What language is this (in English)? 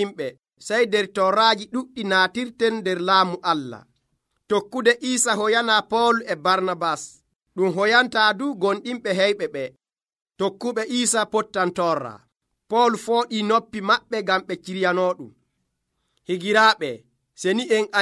Nigerian Fulfulde